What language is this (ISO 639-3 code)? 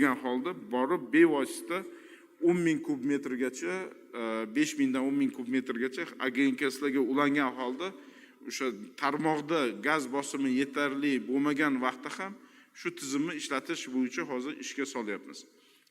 uzb